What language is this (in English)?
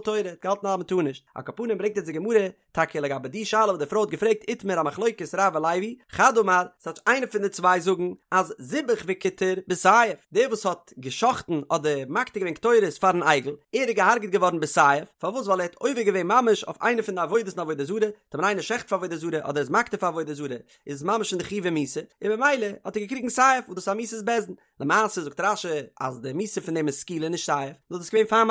Yiddish